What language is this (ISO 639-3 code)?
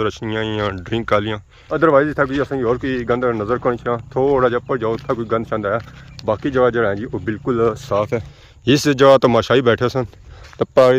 phr